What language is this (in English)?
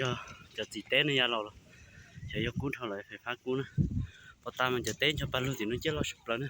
Hmong